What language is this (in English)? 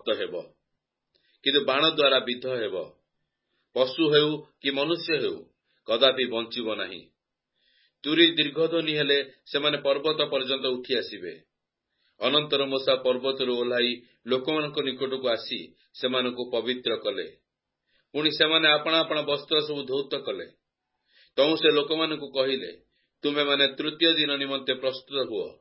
Odia